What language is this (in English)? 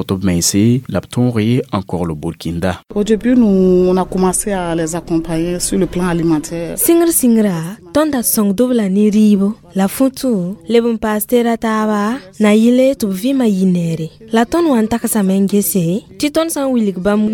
Mossi